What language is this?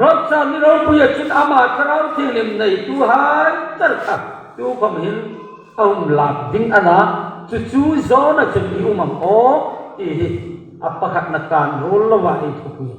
Hmar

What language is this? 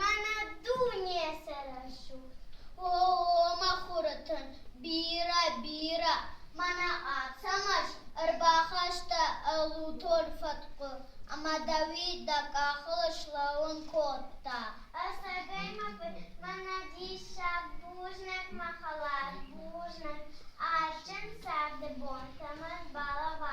Ossetic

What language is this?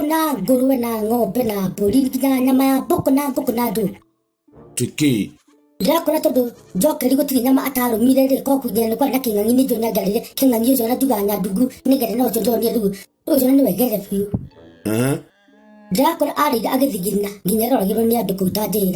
Kikuyu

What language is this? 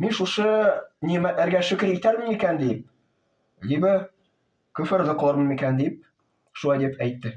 Tatar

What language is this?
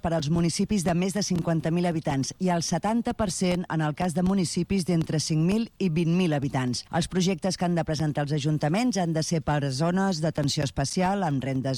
Catalan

